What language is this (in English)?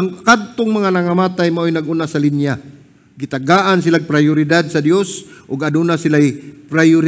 Cebuano